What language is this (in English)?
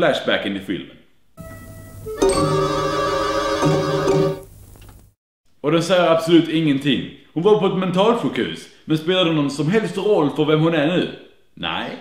Swedish